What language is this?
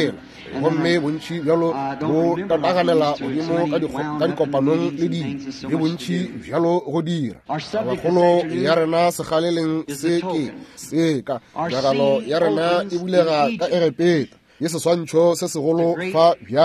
Northern Sotho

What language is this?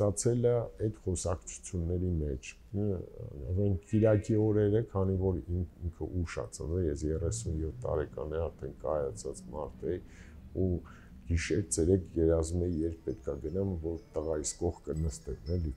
Armenian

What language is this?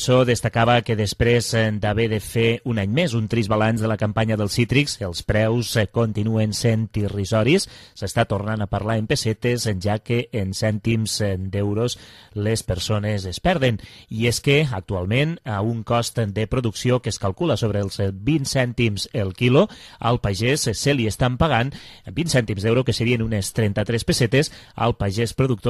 Catalan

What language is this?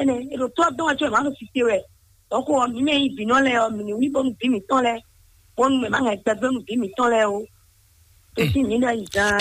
Fon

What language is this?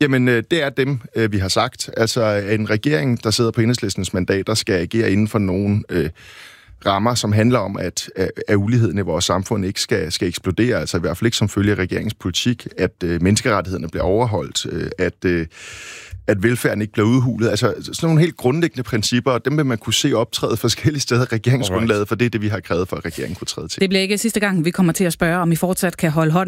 Danish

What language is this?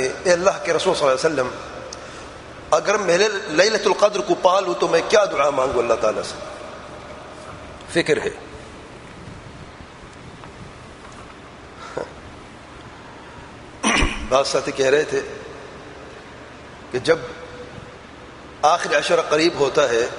Urdu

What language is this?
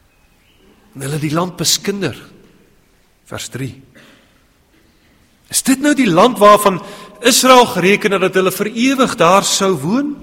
Afrikaans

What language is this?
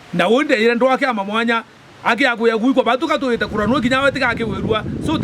Meru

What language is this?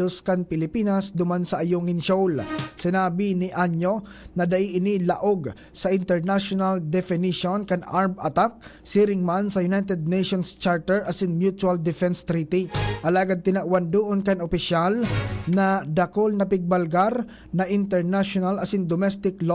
Bikol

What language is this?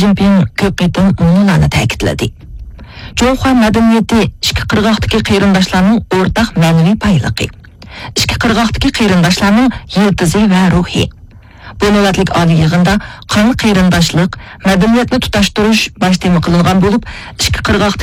Uyghur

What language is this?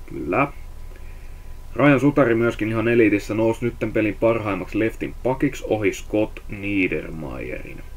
Finnish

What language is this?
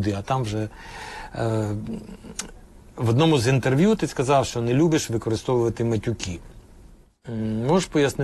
Ukrainian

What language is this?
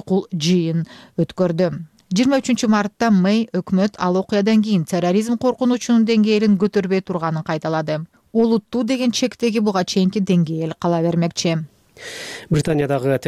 Kyrgyz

